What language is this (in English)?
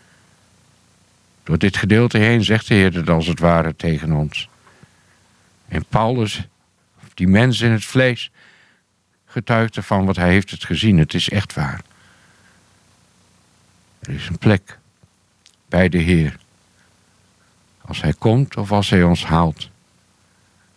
Dutch